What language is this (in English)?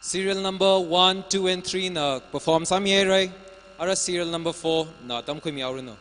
Tangkhul Naga (India)